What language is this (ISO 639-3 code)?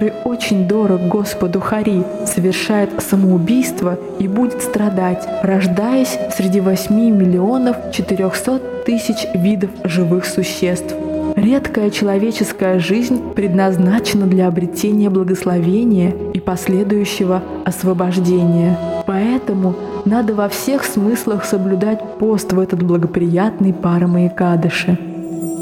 rus